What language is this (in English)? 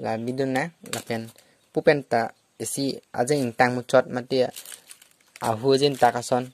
Karbi